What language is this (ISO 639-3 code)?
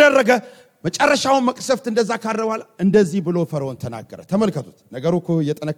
amh